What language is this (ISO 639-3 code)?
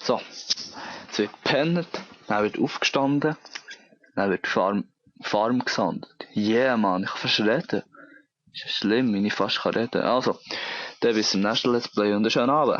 gsw